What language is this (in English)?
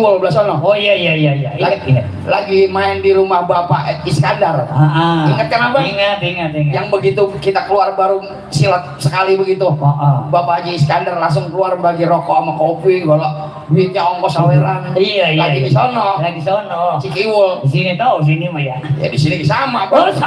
Betawi